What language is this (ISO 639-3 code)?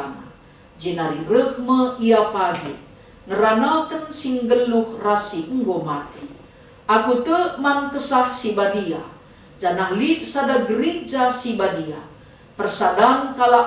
btx